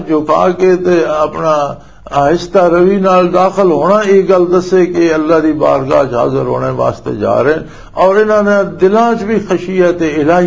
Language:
Western Panjabi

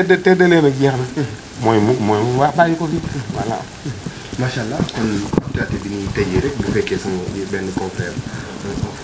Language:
Wolof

